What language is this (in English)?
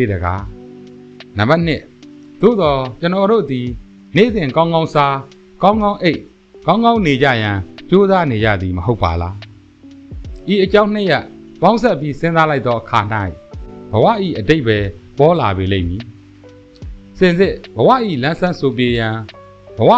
Burmese